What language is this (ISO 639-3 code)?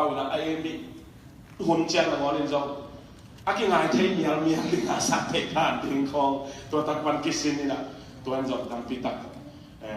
ctd